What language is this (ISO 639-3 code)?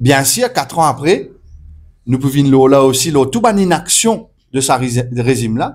mfe